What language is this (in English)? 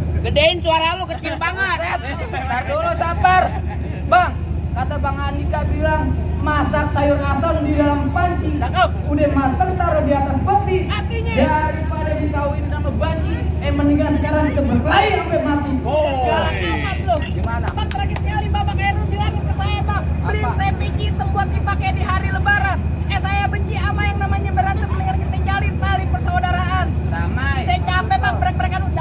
Betawi